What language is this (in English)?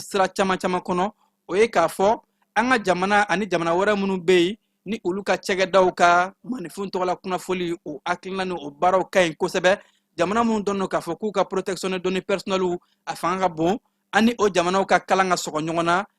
Bambara